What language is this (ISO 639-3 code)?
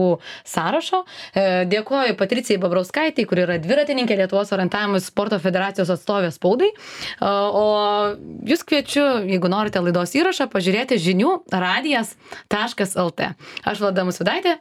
lit